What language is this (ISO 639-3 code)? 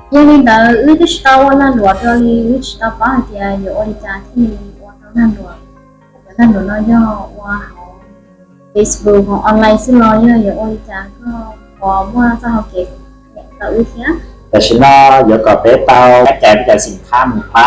hmn